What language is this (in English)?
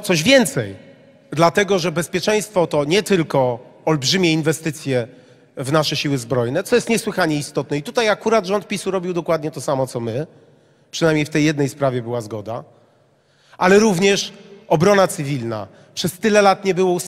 Polish